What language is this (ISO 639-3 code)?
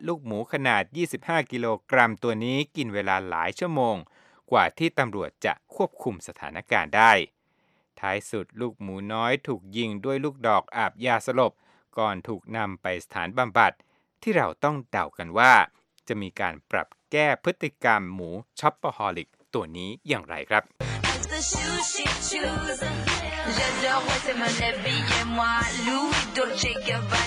tha